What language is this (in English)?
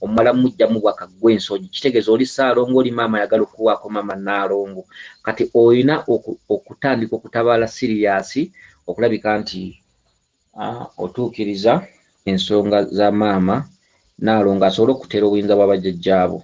Ganda